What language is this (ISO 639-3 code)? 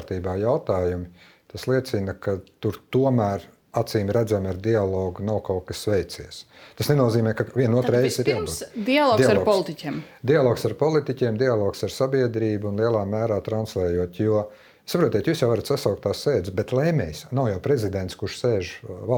lav